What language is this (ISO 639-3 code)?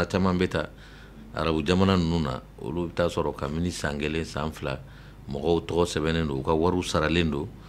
bam